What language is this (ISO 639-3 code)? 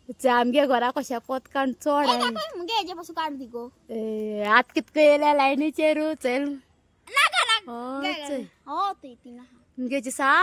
kok